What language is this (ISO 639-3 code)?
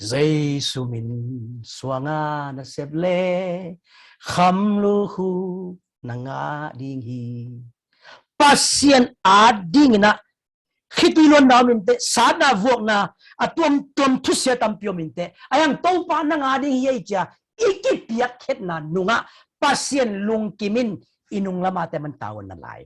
ctd